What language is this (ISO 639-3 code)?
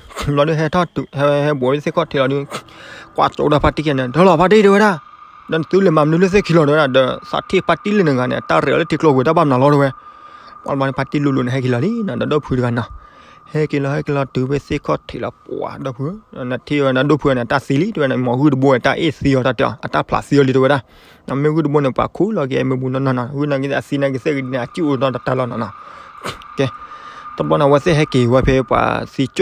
ksw